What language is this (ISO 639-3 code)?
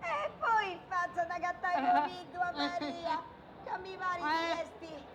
srd